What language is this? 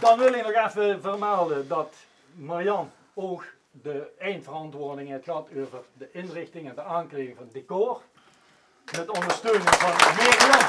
Limburgish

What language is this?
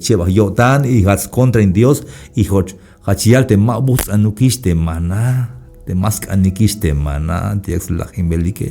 Tzeltal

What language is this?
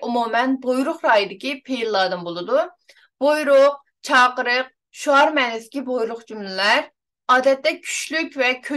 Uyghur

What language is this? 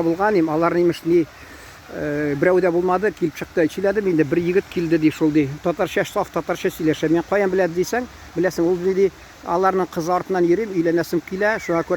Tatar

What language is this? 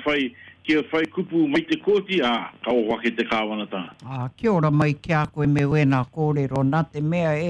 Māori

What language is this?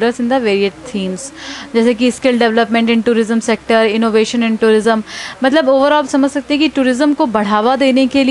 Hindi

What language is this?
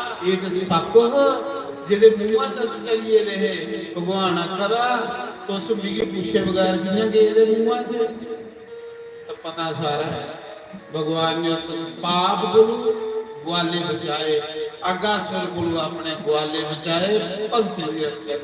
Dogri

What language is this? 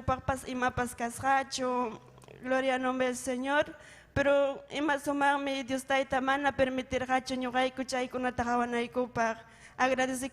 Ayacucho Quechua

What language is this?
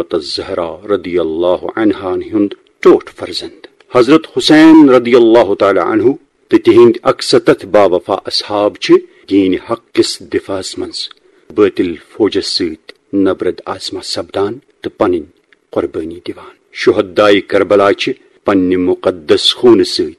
Kashmiri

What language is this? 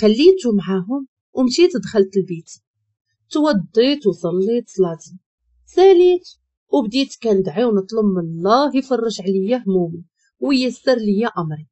Moroccan Arabic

